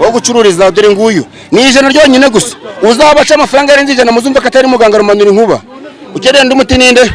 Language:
Kinyarwanda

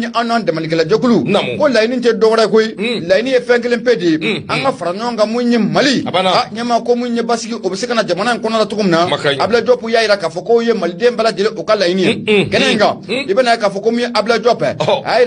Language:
Bambara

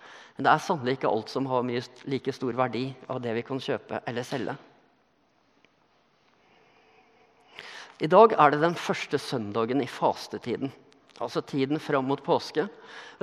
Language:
Norwegian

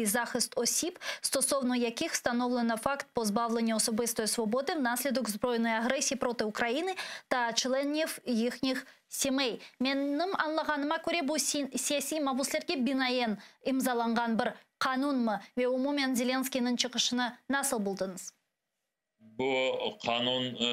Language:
Crimean Tatar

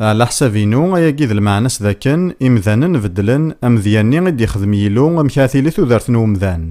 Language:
Kabyle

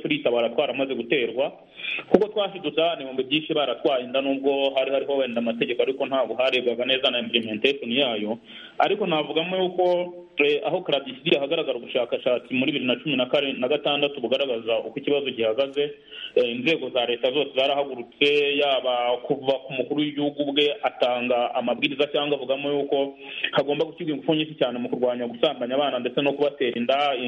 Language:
Kinyarwanda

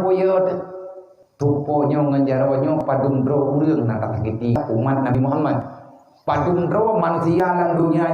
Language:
Achinese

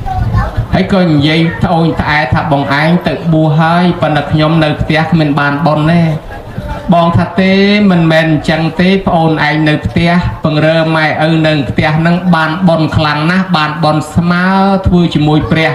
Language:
Khmer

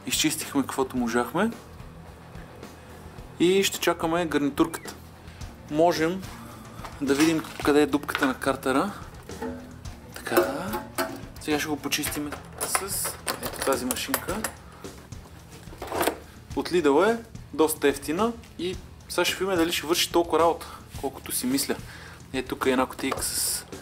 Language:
Bulgarian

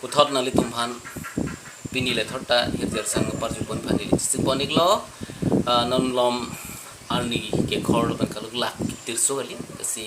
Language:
Karbi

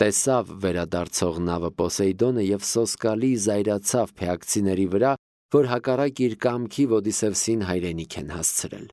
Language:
Armenian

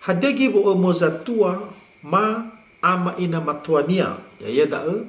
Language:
Nias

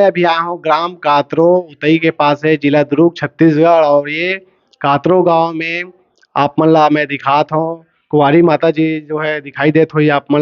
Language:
Chhattisgarhi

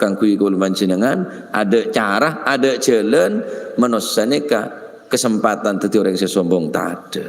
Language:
Madurese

